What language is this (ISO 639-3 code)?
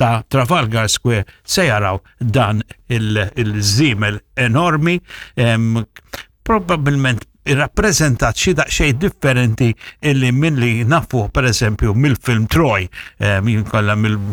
mlt